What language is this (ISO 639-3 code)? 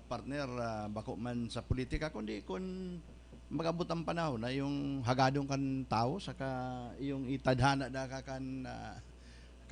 bik